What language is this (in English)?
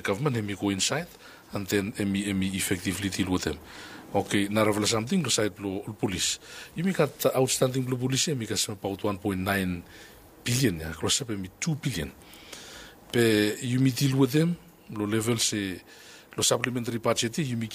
Bislama